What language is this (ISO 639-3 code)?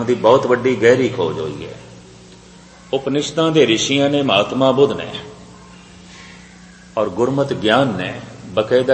pan